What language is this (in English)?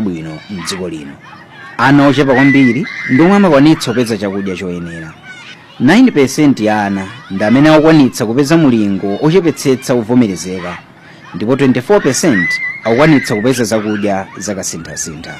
Nyanja